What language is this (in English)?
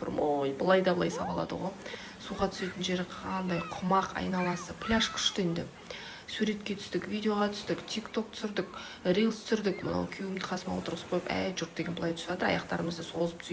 Kazakh